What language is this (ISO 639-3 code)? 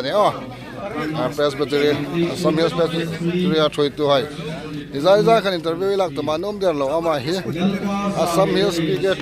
hmr